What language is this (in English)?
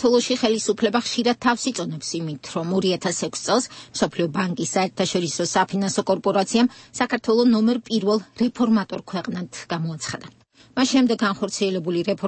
Georgian